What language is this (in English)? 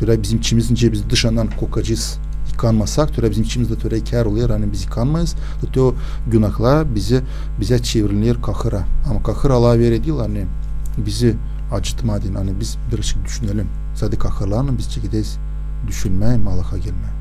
Gagauz